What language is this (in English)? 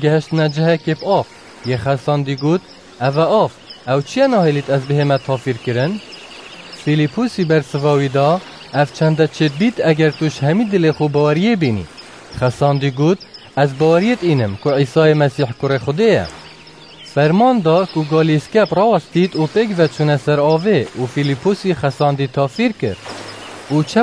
Kurdish